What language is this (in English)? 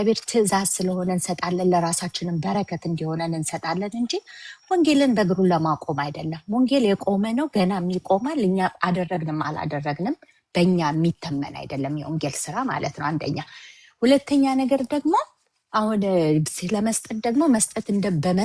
Amharic